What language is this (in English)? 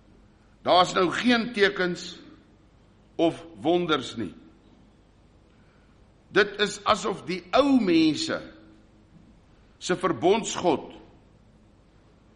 Afrikaans